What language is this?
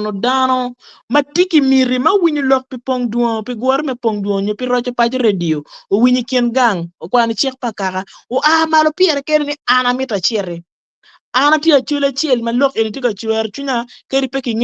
Acoli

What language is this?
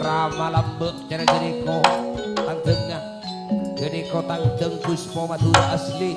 Madurese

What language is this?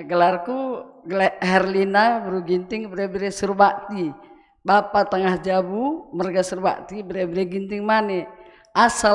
Batak Karo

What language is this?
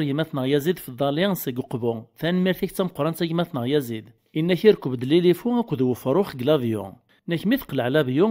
Kabyle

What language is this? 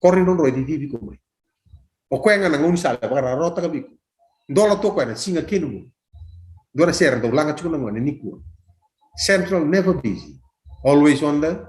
Fijian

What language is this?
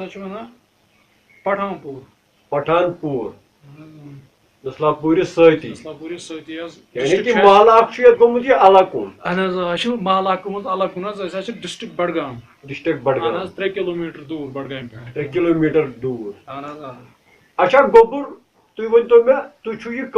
Kashmiri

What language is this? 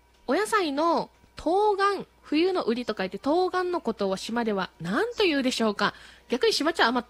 Japanese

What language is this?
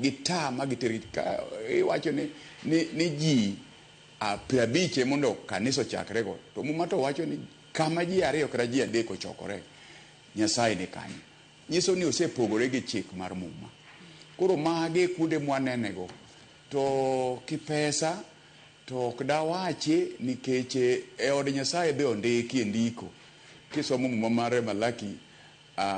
Luo (Kenya and Tanzania)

